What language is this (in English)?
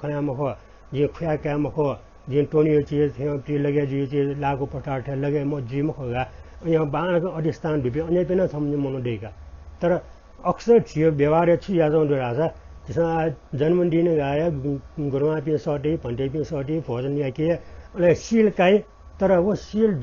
Newari